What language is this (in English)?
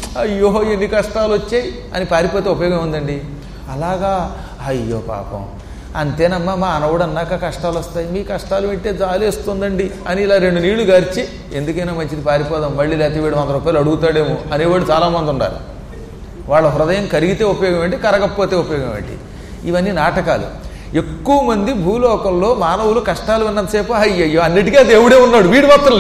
Telugu